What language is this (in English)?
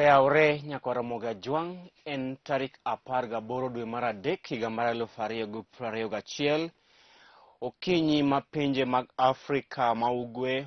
Luo (Kenya and Tanzania)